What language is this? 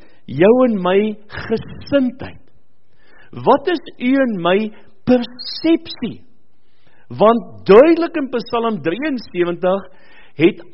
Afrikaans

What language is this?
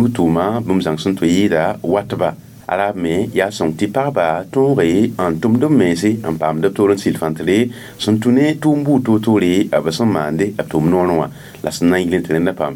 Mossi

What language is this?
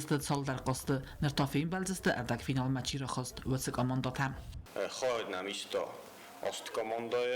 Ossetic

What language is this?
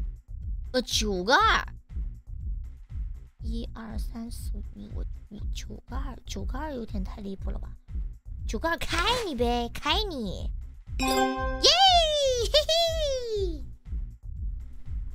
Chinese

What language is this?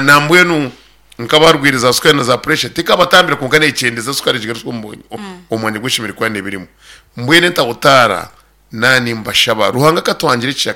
Nyankole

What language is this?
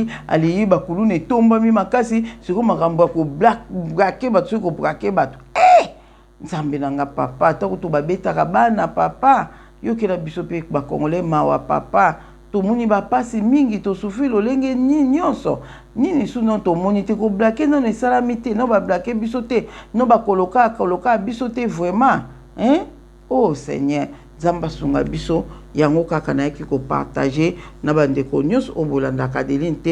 Lingala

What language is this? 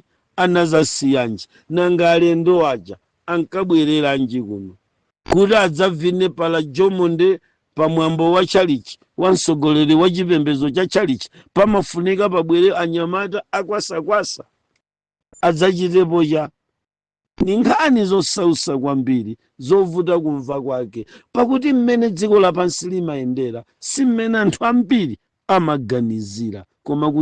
Nyanja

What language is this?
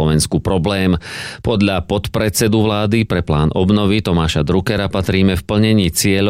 Slovak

